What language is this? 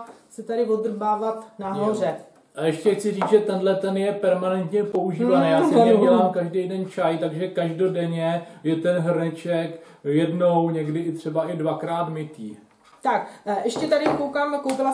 Czech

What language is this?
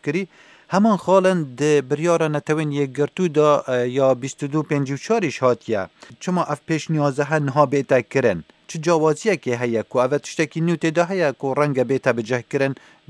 Kurdish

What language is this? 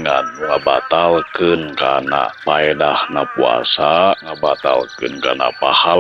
Sundanese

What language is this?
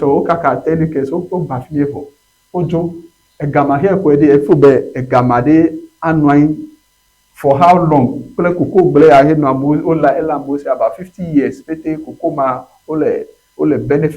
Ewe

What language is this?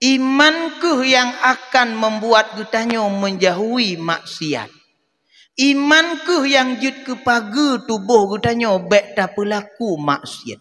Achinese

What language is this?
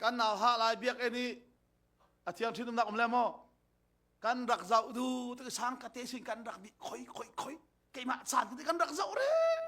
Falam Chin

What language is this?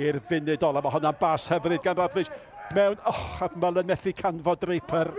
Welsh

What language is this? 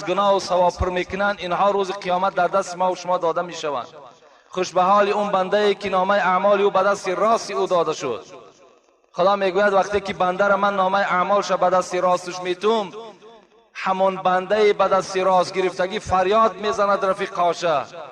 Tajik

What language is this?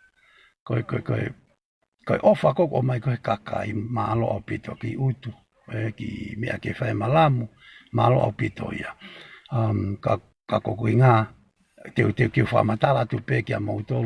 Tongan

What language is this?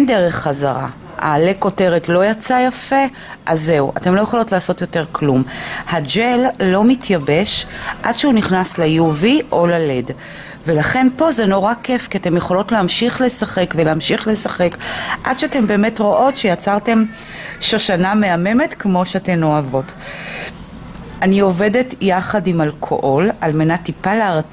Hebrew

